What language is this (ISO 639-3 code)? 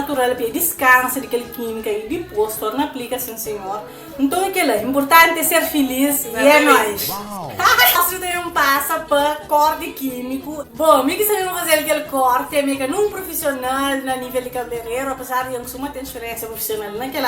kea